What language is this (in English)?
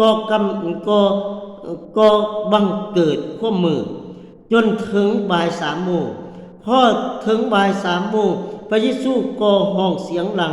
Lao